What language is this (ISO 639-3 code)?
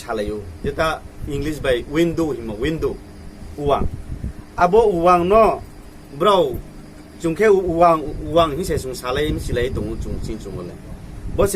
ria